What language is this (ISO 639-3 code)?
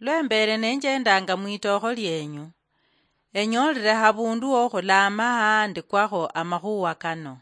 luy